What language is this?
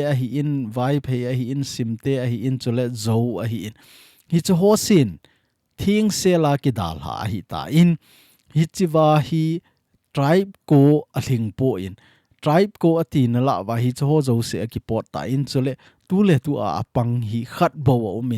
Thado Chin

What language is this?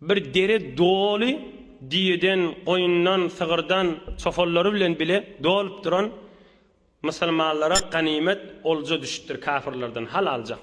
Turkmen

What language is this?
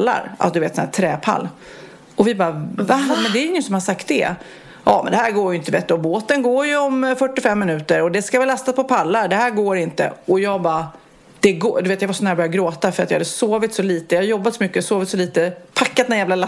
Swedish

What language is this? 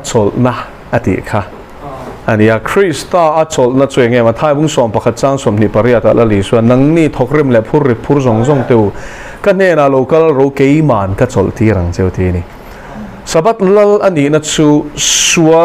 Mizo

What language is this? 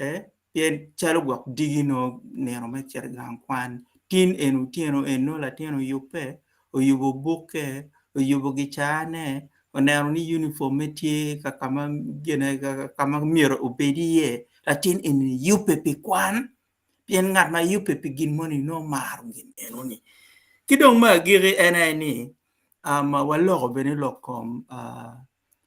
Acoli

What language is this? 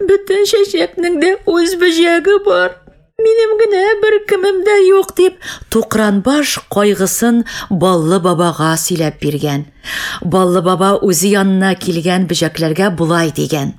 Tatar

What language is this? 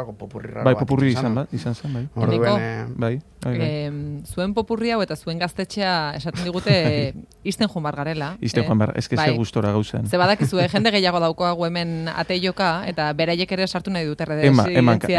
Basque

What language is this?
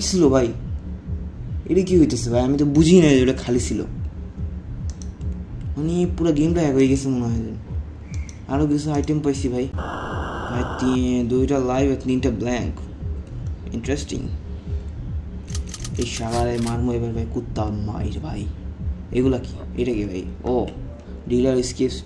Bangla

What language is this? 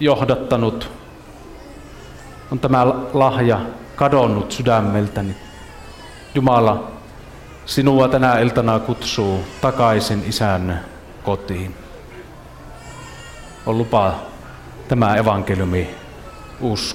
Finnish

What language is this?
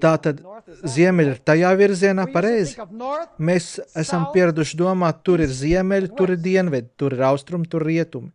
Latvian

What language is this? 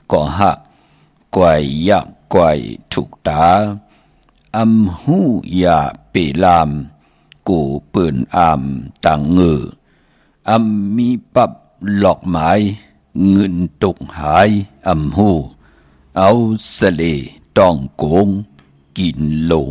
Shan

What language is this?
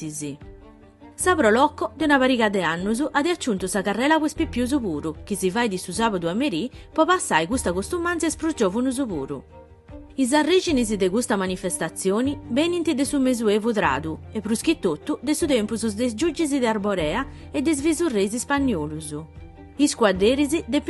Sardinian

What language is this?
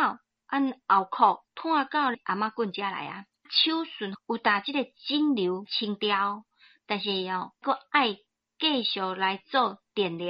Min Nan Chinese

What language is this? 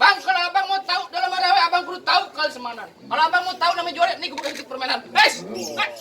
Betawi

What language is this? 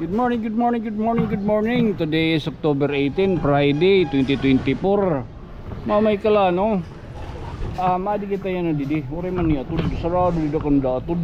Waray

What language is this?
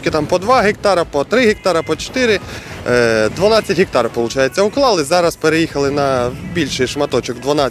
Ukrainian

